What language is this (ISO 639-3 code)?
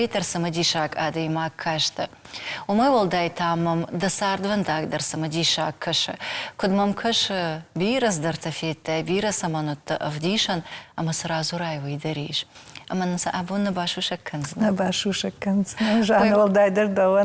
oss